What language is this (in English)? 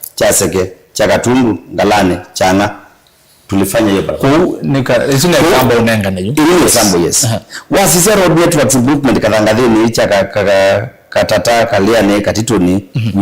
Kamba